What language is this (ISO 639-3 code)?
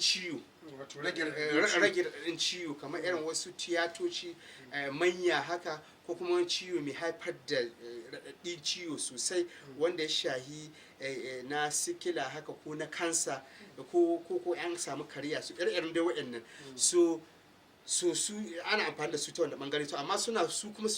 hau